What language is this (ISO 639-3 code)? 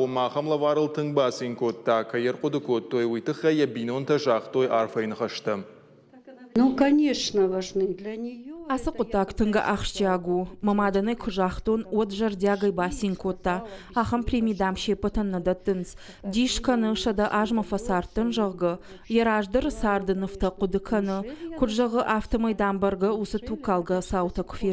oss